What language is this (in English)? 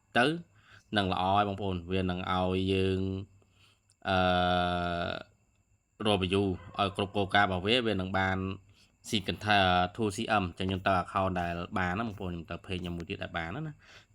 Khmer